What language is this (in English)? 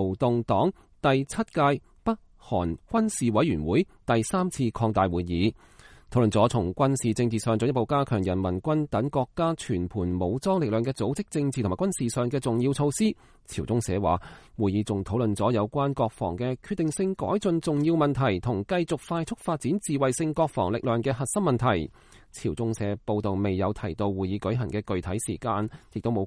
Cantonese